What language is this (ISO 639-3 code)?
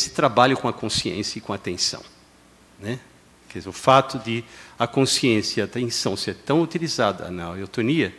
por